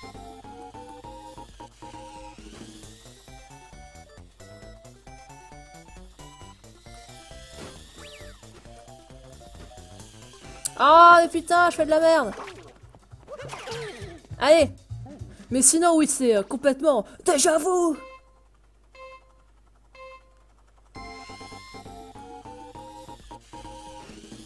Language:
French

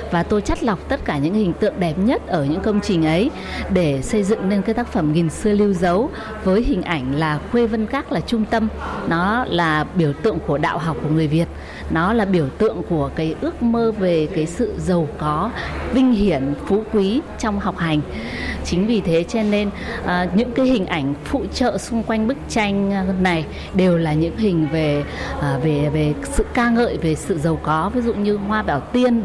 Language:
Vietnamese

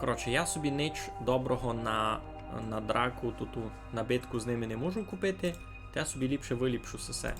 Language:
Rusyn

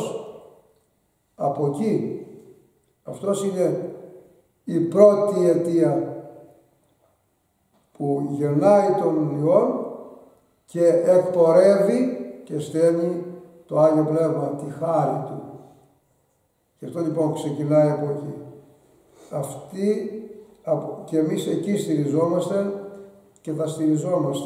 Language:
Greek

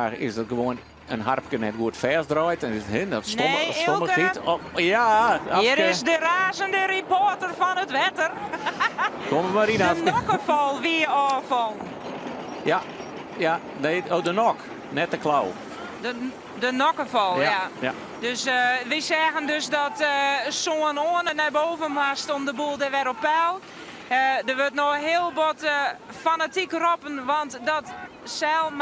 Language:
Western Frisian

